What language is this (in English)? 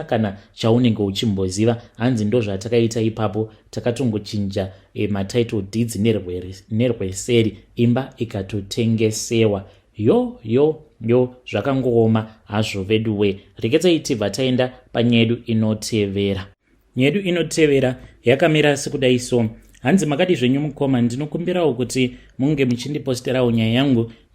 Shona